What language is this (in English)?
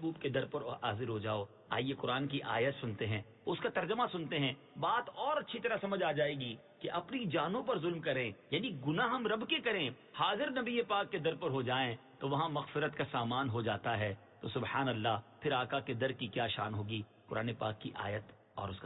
Urdu